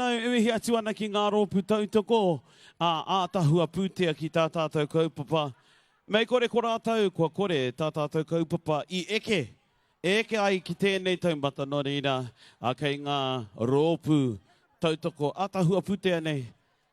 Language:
Māori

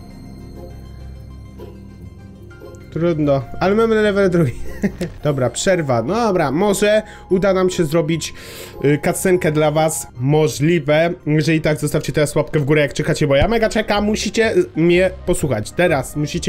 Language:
Polish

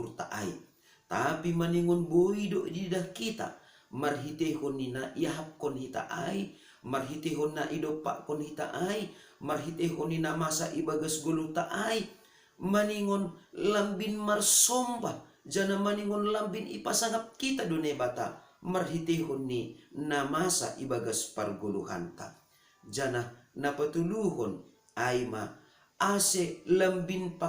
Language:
Batak Simalungun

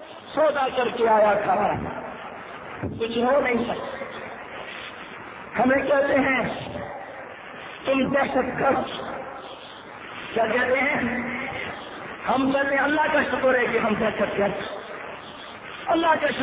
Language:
Urdu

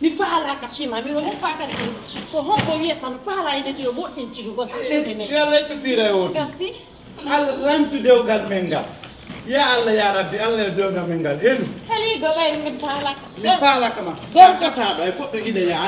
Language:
Fula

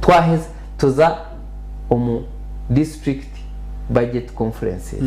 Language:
Nyankole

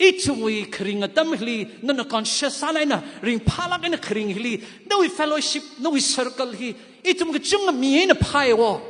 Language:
Tangkhul Naga (India)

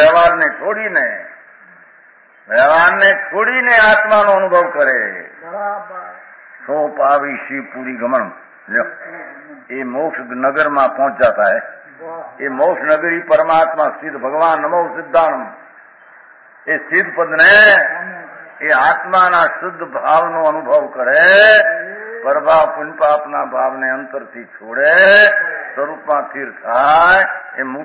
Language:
Gujarati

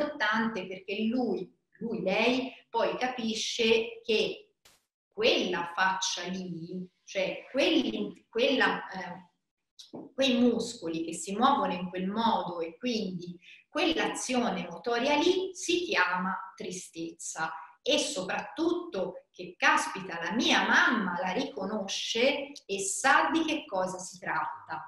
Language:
Italian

